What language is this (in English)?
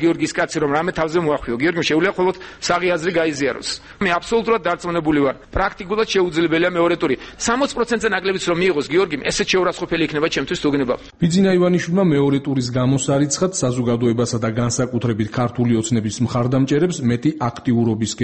Georgian